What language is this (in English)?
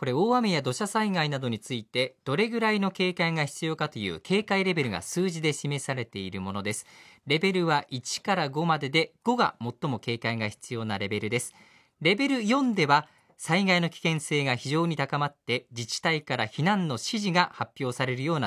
Japanese